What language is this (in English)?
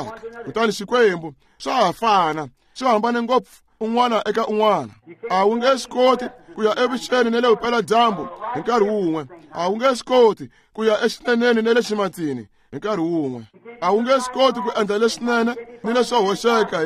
Tsonga